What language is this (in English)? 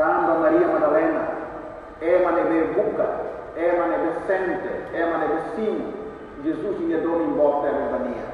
Tetum